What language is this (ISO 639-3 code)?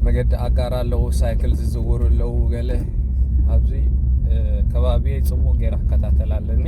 tir